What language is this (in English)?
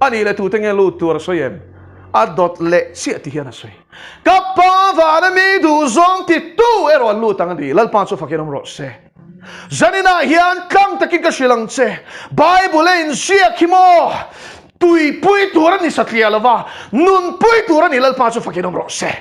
Mizo